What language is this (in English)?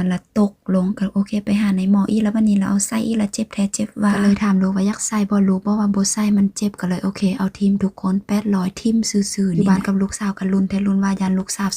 Lao